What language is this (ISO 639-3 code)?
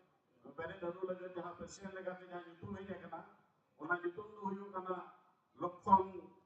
sat